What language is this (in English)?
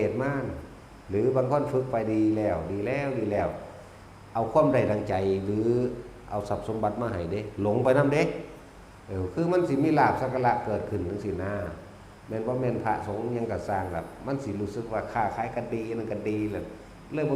Northeastern Thai